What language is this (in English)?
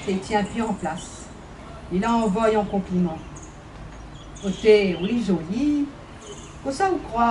Réunion Creole French